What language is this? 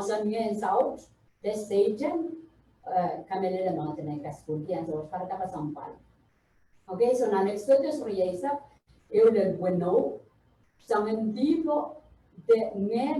Pohnpeian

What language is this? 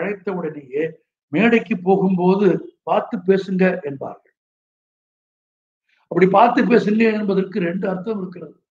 Tamil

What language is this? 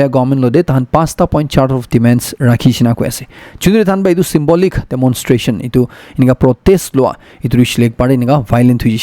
Naga Pidgin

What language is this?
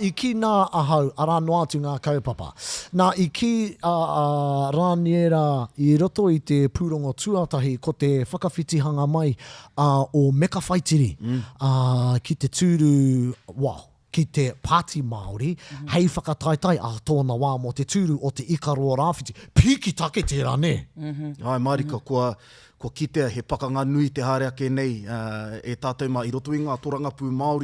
Māori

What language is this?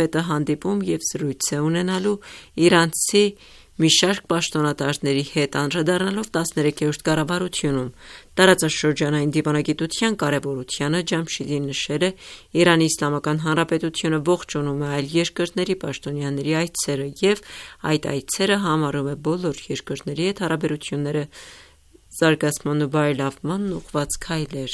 Armenian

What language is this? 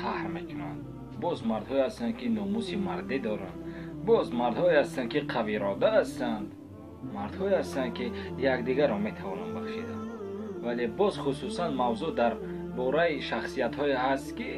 Tajik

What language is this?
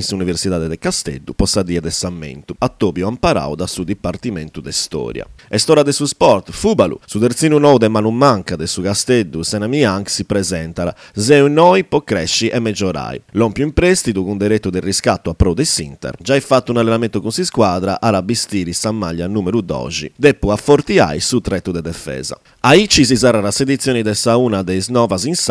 Sardinian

